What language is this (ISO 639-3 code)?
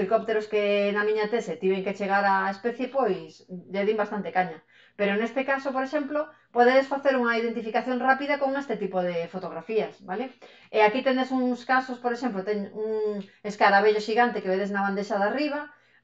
glg